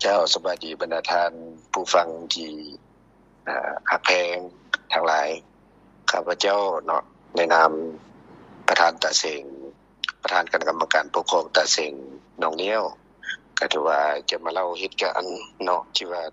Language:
Lao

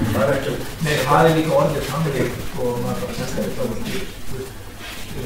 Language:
Icelandic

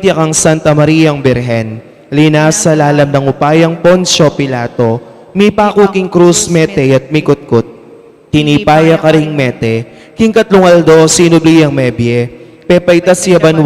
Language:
Pampanga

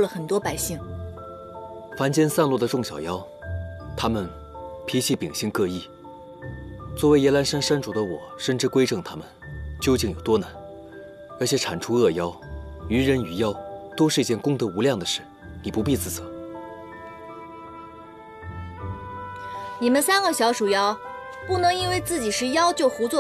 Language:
Chinese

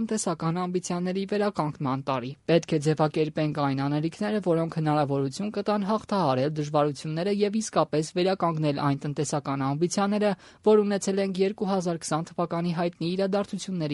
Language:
Armenian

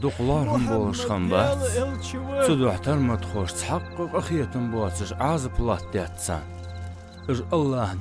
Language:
Ingush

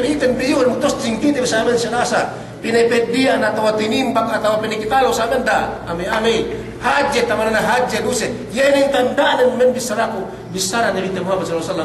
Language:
Yakan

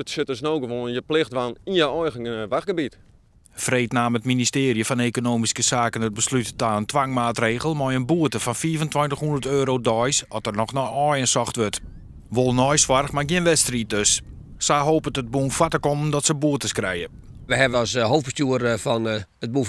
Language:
Western Frisian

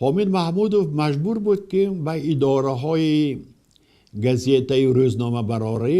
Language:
Tajik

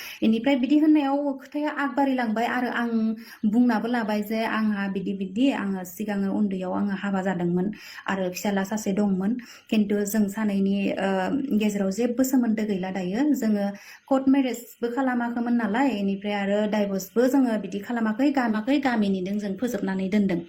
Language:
Bodo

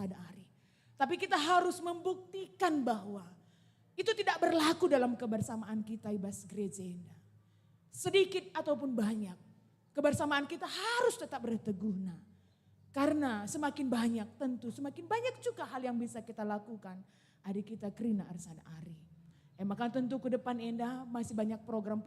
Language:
Batak Karo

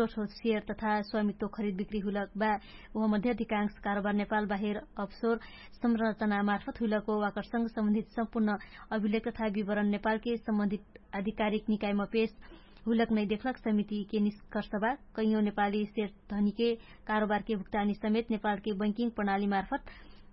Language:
Dangaura Tharu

